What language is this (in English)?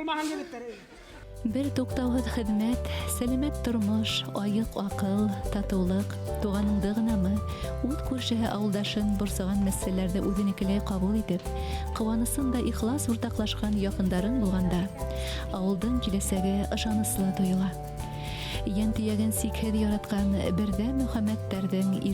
Bashkir